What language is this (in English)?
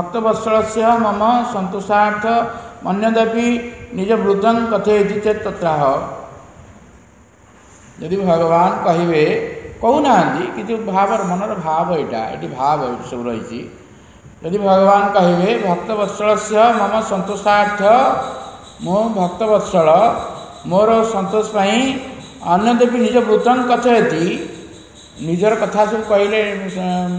Odia